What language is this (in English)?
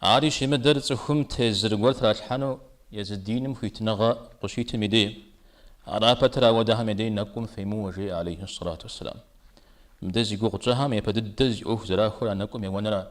Kabardian